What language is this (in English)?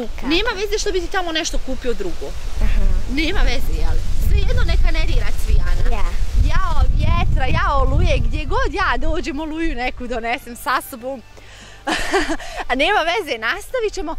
Bosnian